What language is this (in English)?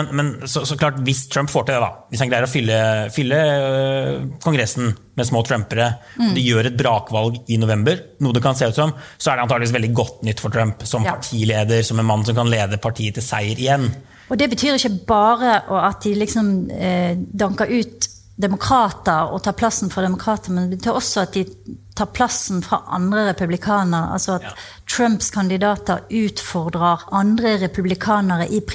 Norwegian